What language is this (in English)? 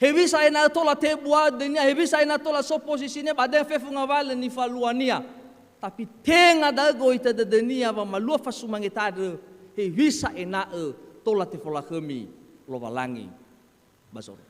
Nias